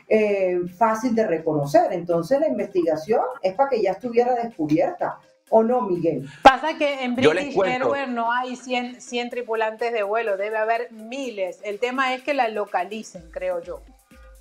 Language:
Spanish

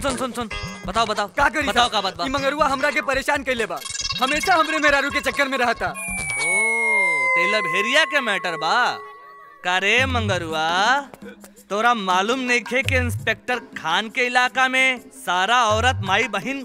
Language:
Bhojpuri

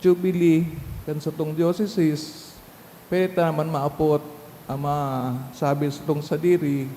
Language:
Bikol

